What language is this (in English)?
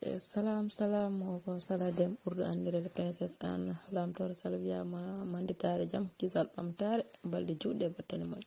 Fula